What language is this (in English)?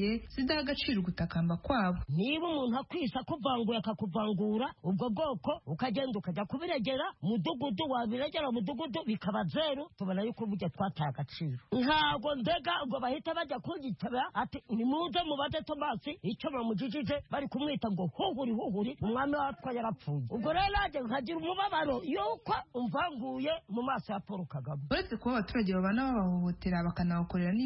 Kinyarwanda